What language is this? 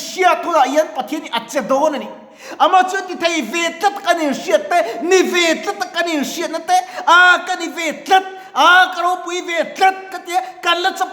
Mizo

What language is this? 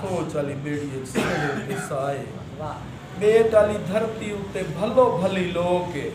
Saraiki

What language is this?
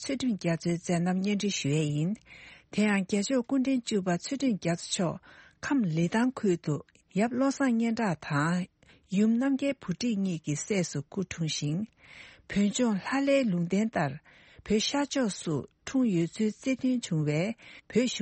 Tibetan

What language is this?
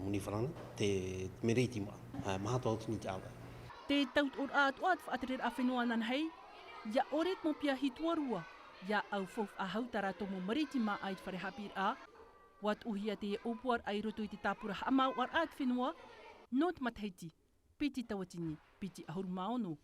Tahitian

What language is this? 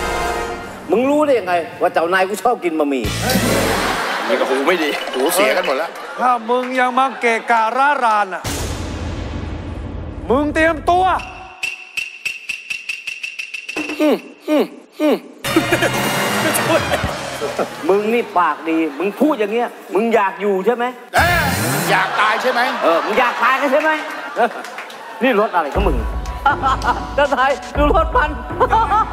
Thai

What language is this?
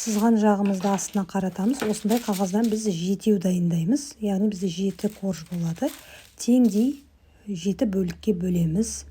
Kazakh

